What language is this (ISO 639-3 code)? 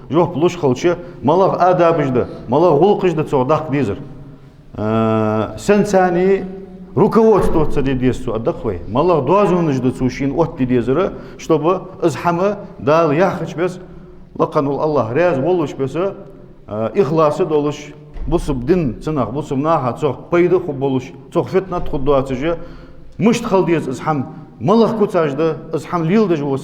inh